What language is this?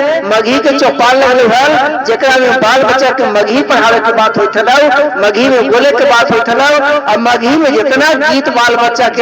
Magahi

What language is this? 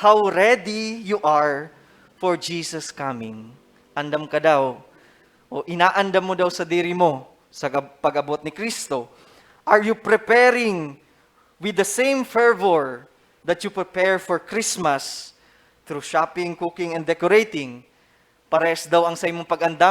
Bikol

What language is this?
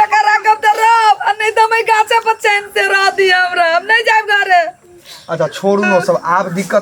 Maithili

